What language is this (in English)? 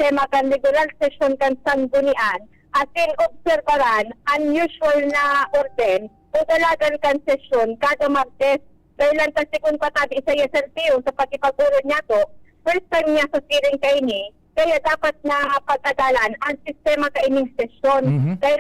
Bikol